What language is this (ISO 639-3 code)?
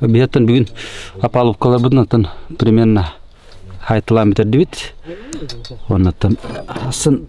sah